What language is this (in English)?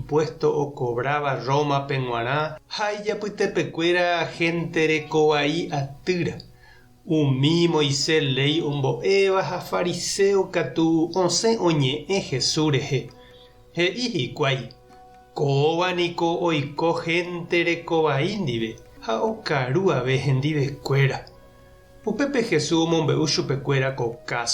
Guarani